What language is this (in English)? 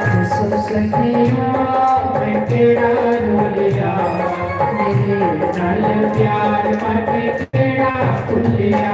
Dogri